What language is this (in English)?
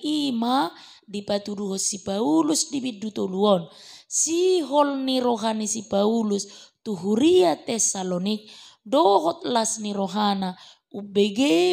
Batak Toba